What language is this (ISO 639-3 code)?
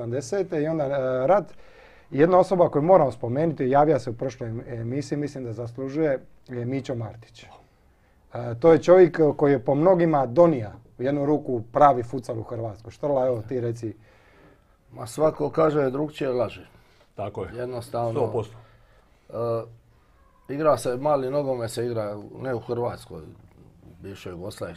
hrv